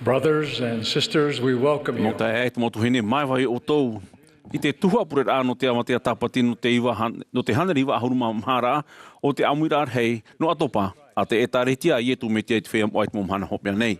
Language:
Tahitian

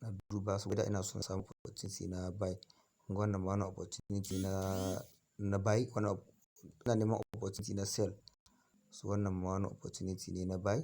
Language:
Hausa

